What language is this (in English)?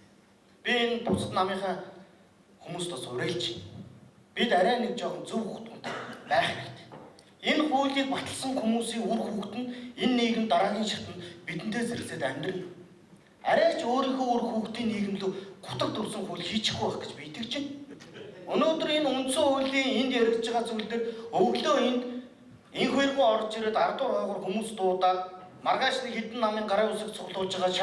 Mongolian